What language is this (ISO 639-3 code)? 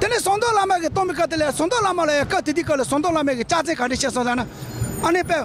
bod